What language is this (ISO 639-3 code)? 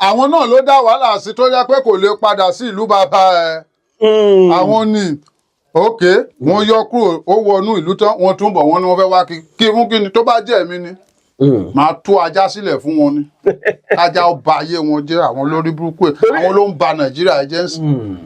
yor